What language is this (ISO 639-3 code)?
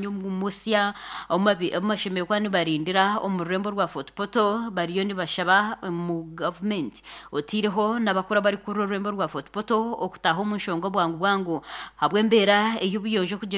nyn